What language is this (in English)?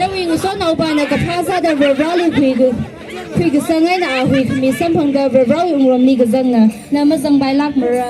Tangkhul Naga (India)